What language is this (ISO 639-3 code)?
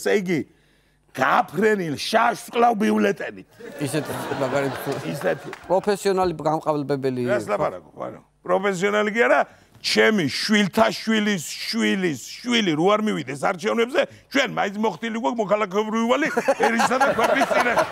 kat